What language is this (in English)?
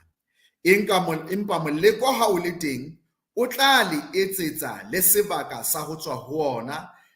Southern Sotho